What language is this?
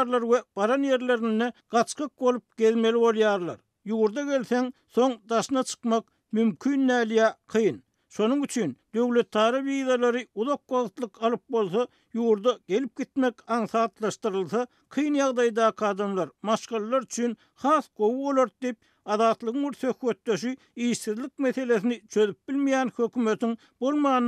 Turkmen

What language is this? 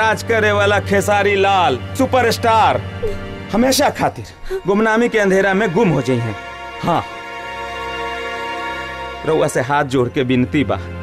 Bhojpuri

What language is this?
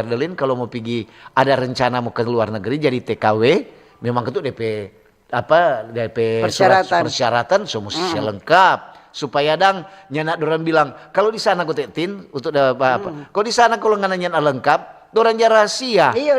Manado Malay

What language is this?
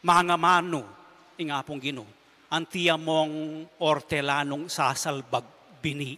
Pampanga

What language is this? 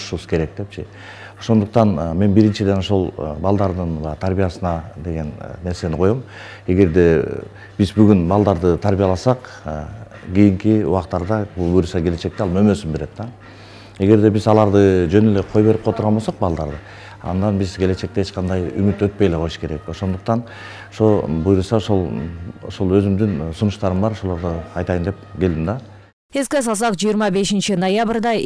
Kyrgyz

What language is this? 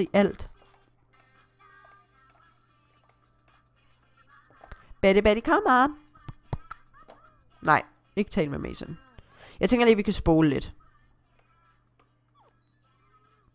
Danish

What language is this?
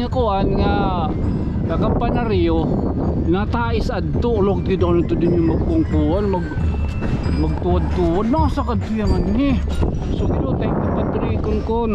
Waray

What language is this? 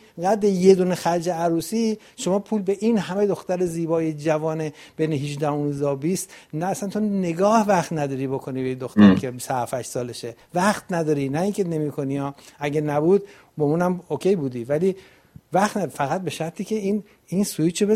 Persian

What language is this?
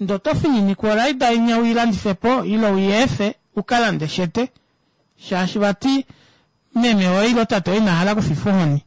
Kuanyama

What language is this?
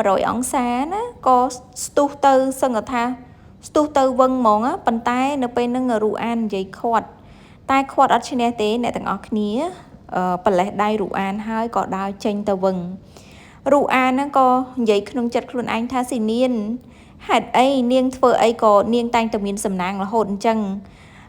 Khmer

